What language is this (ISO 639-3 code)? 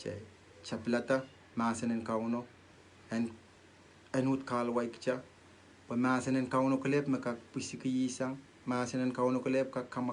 pon